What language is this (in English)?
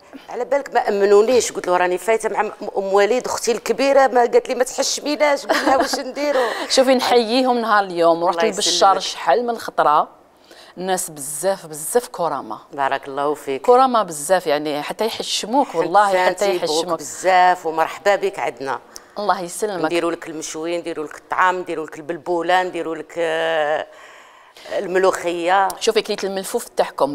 Algerian Arabic